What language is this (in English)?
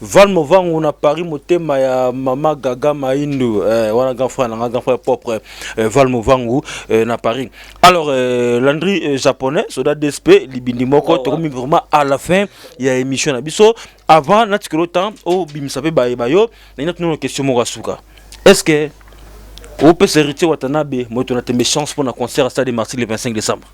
Lingala